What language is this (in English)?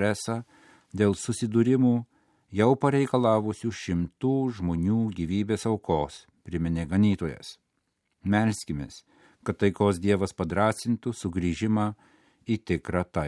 Lithuanian